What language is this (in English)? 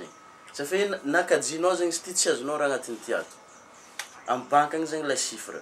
Malagasy